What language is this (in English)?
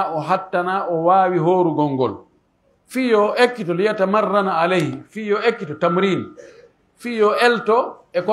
Pular